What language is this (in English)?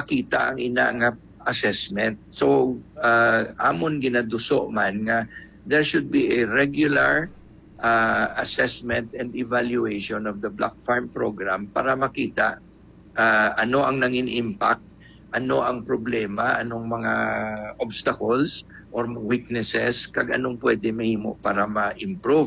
Hiligaynon